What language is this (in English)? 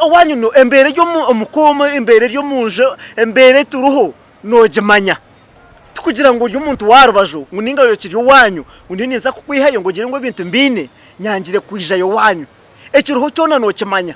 Nyankole